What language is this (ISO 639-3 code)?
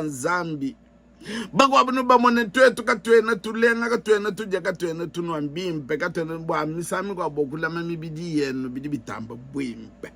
lua